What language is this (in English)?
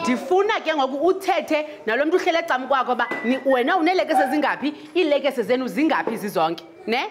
Xhosa